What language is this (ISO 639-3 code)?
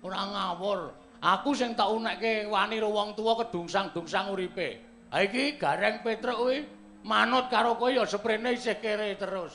jav